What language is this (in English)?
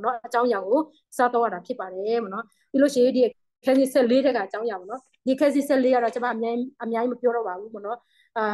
Burmese